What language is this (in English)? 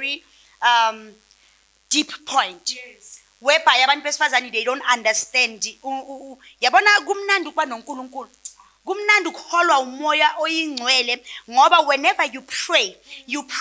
Zulu